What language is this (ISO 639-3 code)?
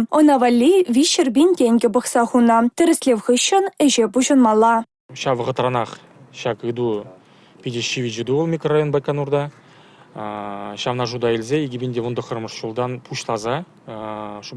chv